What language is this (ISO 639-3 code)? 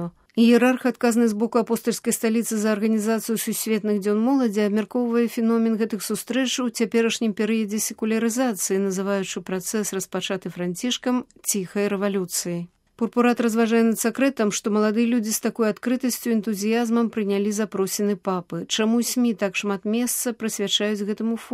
bel